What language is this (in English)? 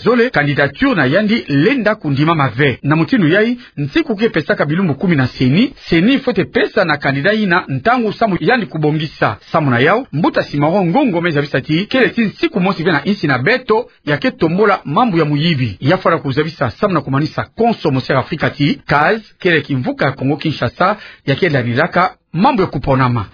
Kituba (Democratic Republic of Congo)